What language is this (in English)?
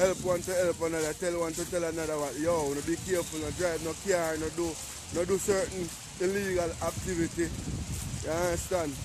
Jamaican Creole English